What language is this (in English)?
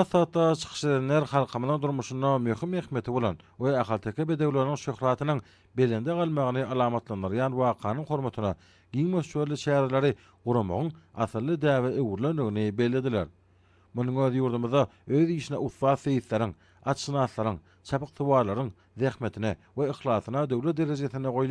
Turkmen